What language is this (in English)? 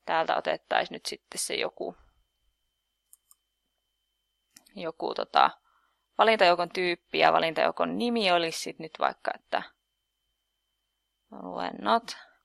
Finnish